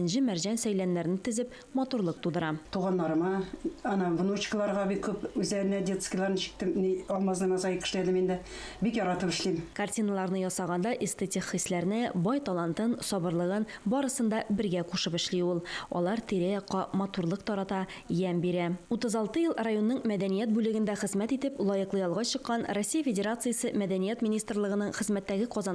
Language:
Tatar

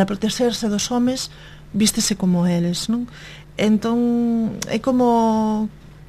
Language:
Galician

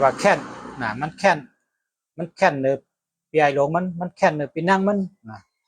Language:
Shan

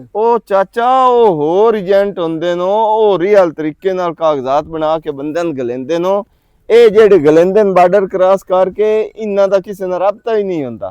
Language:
Western Panjabi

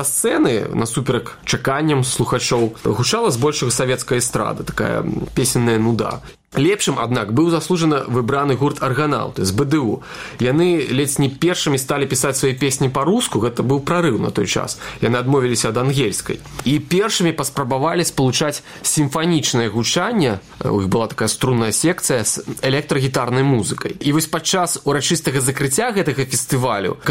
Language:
Belarusian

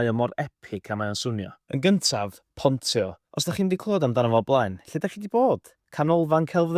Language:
Welsh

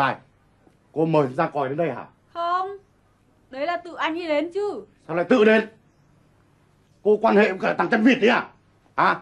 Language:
Vietnamese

